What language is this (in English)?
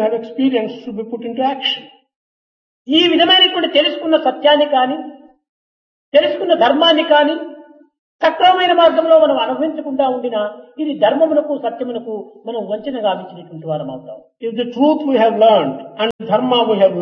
Telugu